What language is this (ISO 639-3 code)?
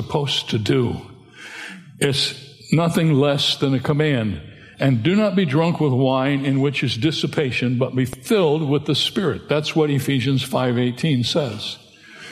eng